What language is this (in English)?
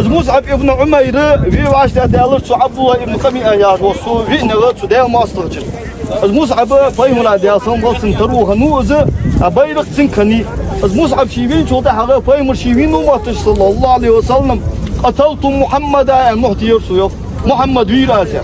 Ingush